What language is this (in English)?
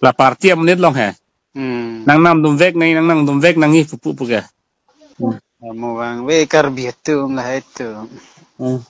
Karbi